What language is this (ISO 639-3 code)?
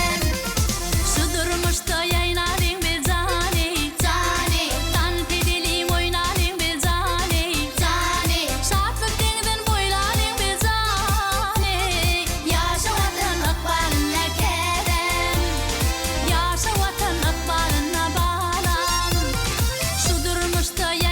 tuk